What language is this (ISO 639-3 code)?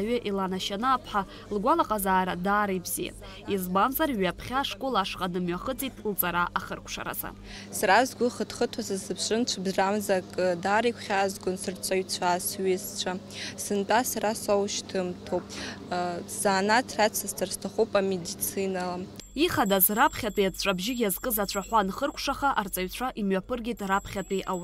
abk